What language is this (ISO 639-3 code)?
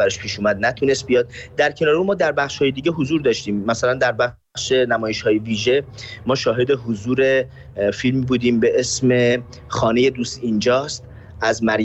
fas